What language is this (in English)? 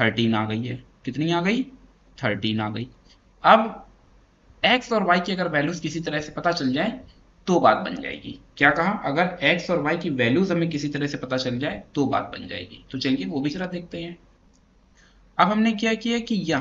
Hindi